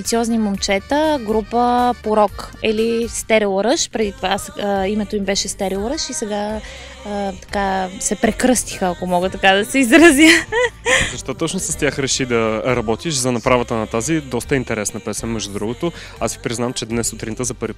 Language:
Bulgarian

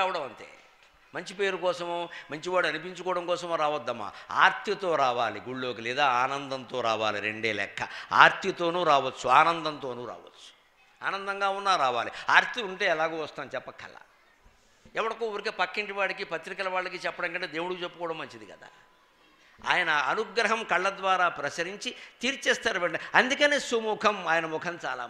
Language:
Telugu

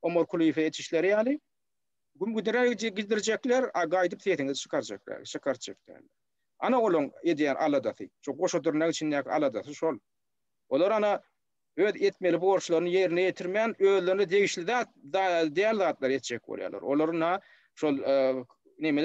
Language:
Turkmen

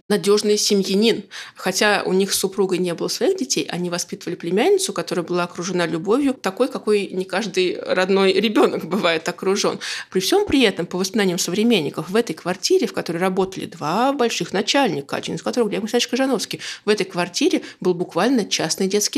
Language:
Russian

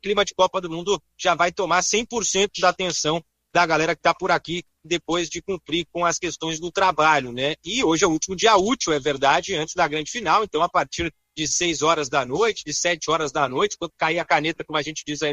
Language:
Portuguese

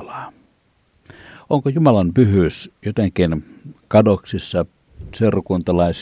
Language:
Finnish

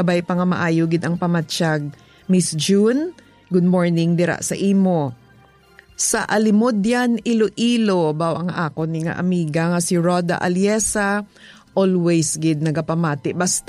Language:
Hiligaynon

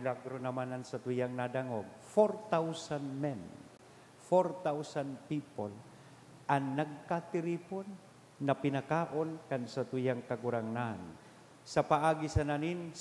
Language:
Bikol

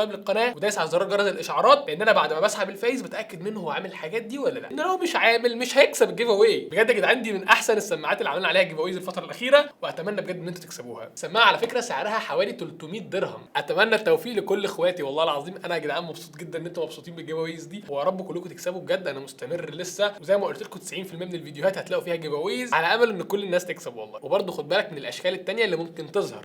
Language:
Egyptian Arabic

